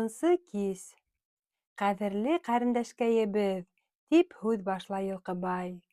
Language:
Bashkir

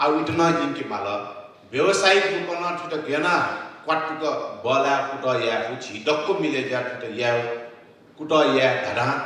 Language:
Newari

